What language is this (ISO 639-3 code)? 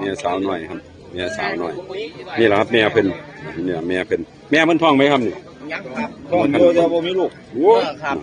tts